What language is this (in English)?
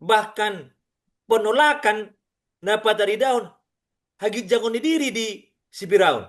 Batak Toba